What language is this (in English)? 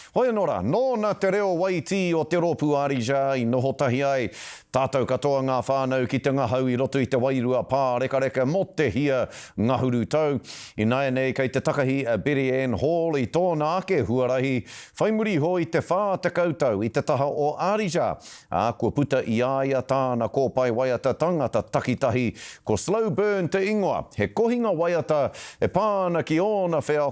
Māori